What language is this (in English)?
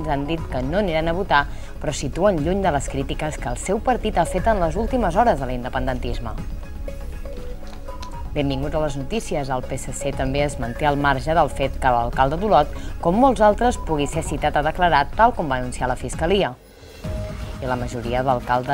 Catalan